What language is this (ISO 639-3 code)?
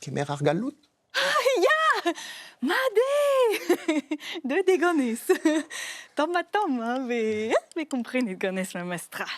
bre